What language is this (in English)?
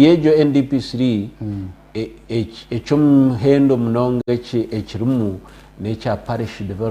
Nyankole